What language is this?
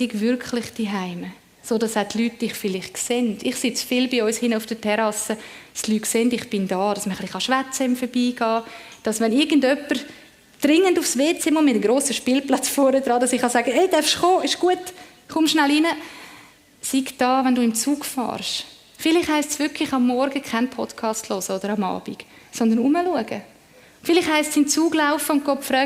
Swiss German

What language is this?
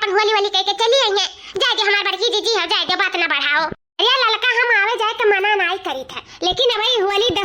Awadhi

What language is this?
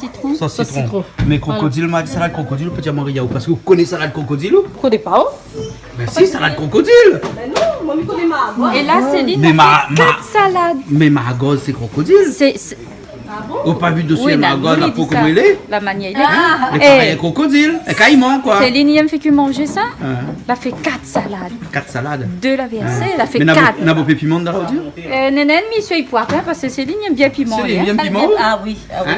Réunion Creole French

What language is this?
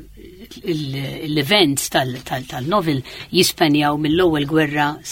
Maltese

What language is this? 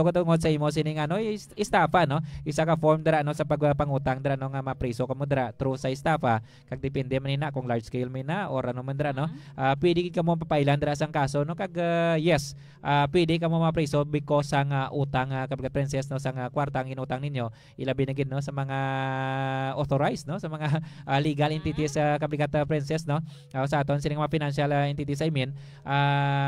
Hiligaynon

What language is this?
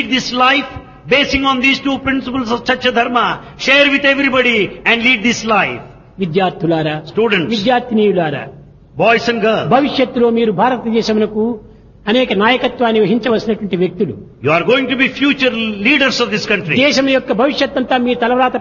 Telugu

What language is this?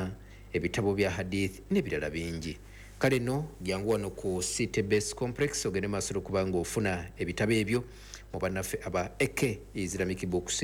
Ganda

